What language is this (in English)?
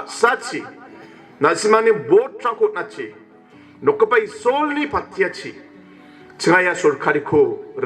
Garo